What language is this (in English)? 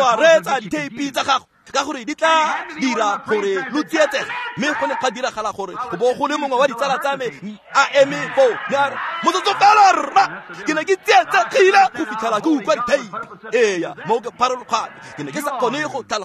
Tswana